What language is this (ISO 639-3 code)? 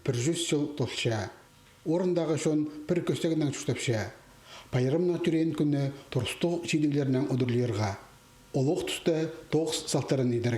kjh